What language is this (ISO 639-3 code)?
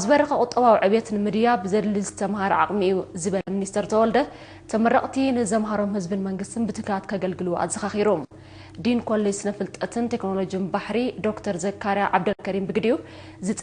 tir